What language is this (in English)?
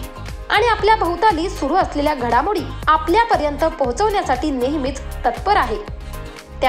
Marathi